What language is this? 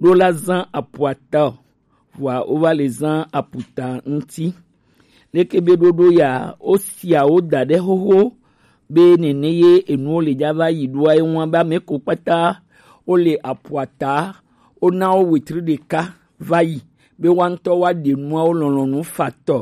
Gen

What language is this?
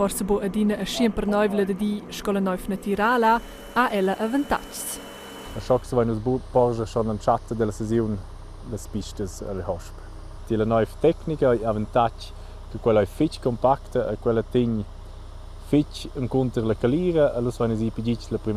Romansh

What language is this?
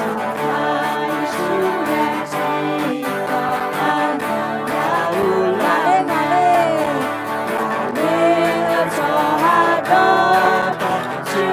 Akha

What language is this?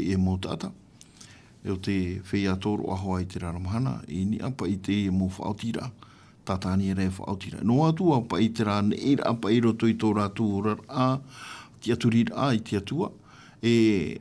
Tahitian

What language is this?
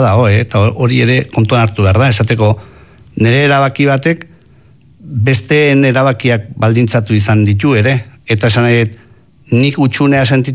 Basque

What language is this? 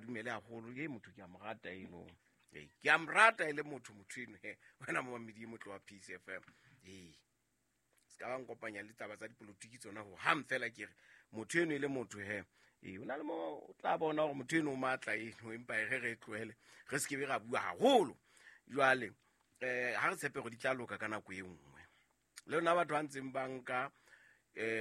Southern Sotho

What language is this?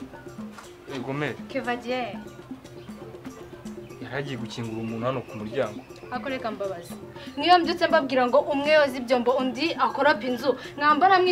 Kinyarwanda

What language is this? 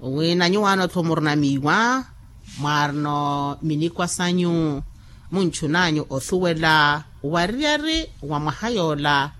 Makhuwa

